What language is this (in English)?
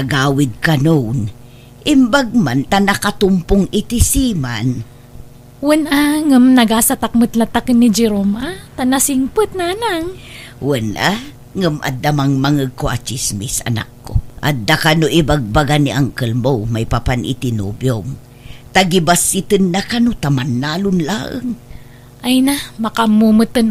Iloko